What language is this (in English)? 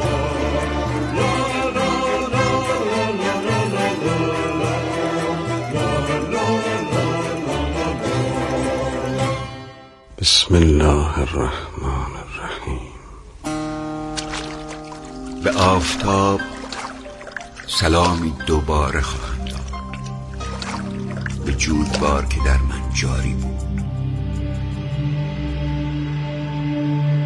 Persian